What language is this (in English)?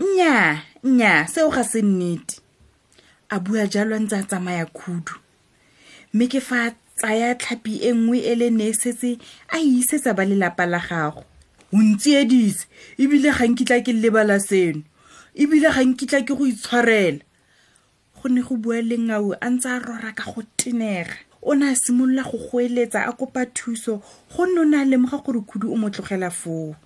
Tswana